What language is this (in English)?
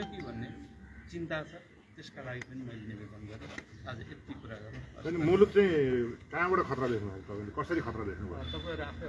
Nepali